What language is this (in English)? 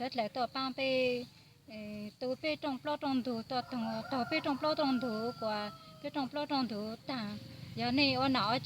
Hmong